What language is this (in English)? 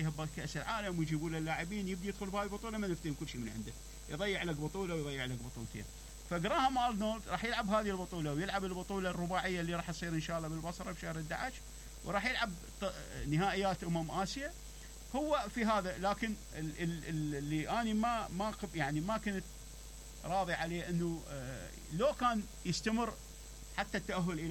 Mesopotamian Arabic